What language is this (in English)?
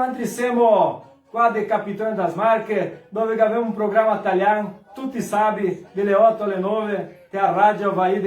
Venetian